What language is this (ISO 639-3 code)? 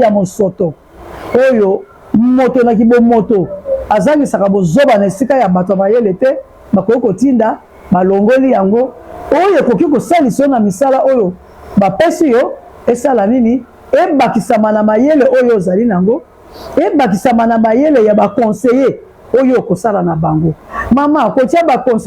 lin